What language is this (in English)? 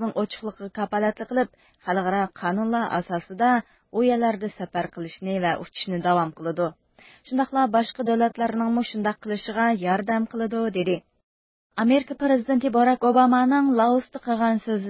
Uyghur